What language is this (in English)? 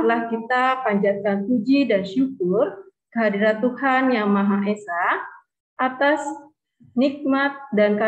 Indonesian